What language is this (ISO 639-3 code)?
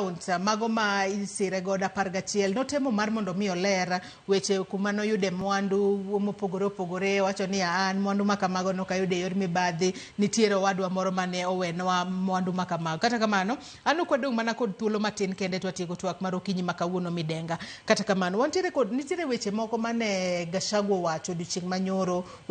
luo